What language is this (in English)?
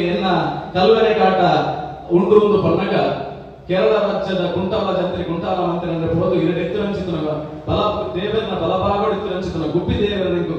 Tulu